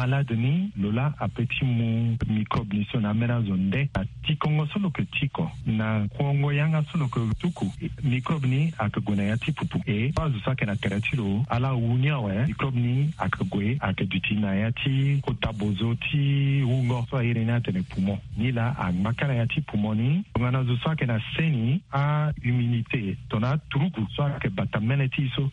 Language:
Sango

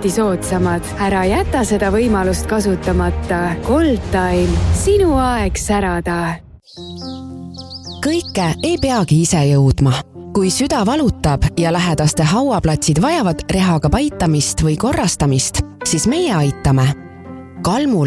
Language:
Estonian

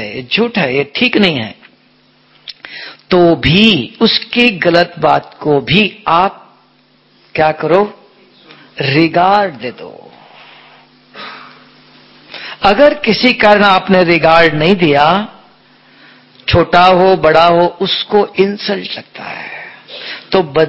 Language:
Hindi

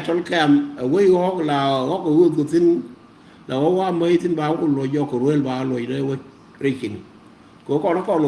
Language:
Nuer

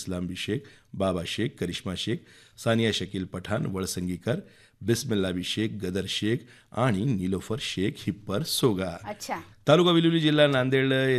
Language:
Marathi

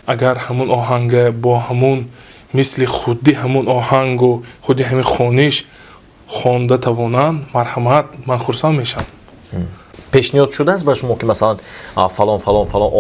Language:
Tajik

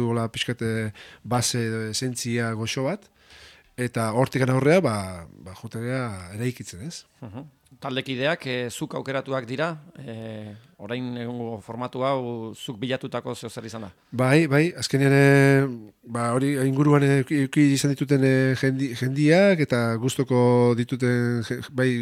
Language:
Basque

